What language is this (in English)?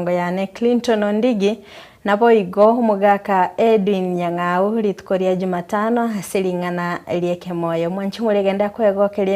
Gusii